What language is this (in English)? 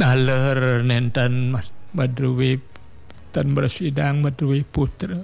Balinese